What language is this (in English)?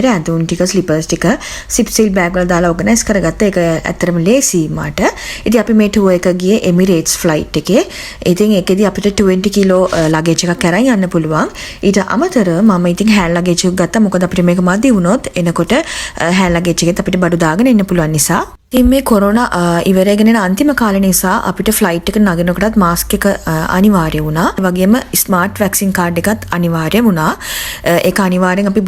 Sinhala